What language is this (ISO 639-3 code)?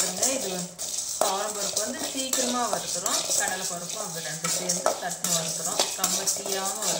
tam